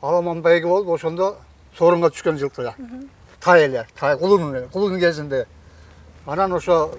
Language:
Kyrgyz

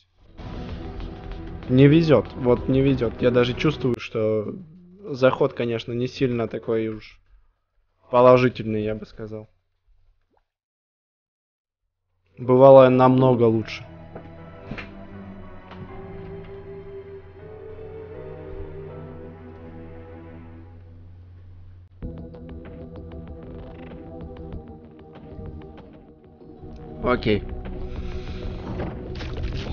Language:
Russian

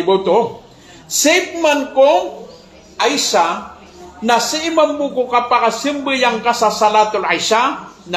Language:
Maranao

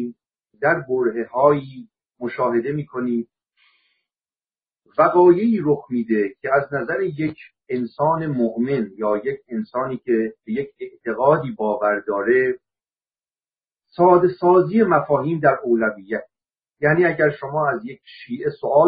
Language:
Persian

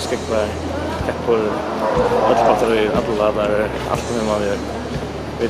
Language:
Faroese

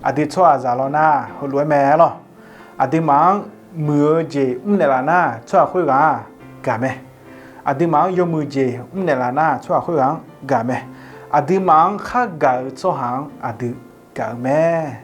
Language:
Akha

